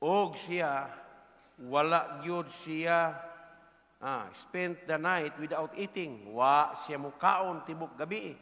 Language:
Cebuano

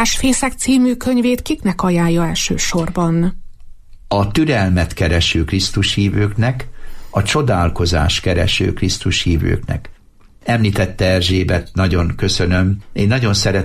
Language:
Hungarian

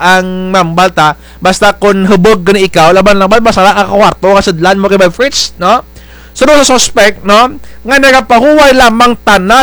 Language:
Kinaray-a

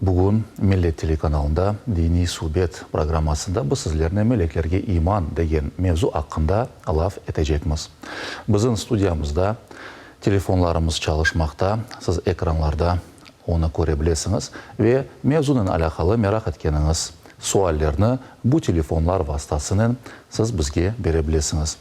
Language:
Crimean Tatar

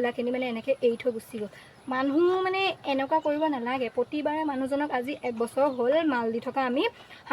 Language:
Assamese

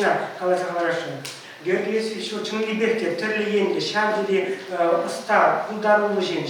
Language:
Chuvash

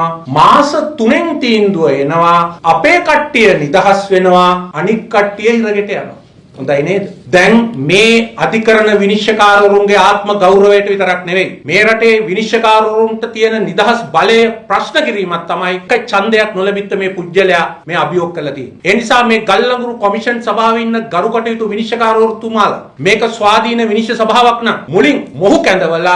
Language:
Sinhala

